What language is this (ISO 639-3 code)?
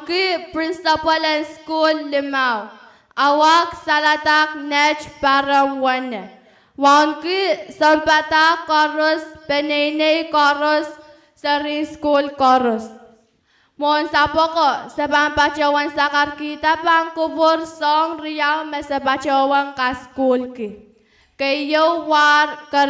pon